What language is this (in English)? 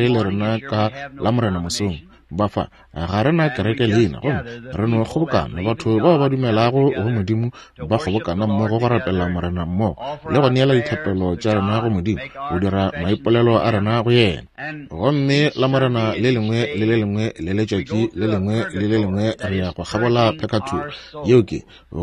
Northern Sotho